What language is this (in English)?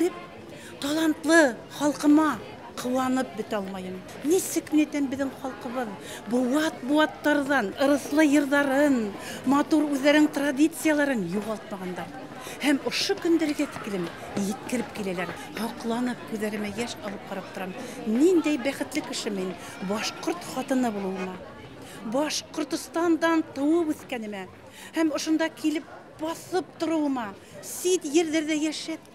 Bashkir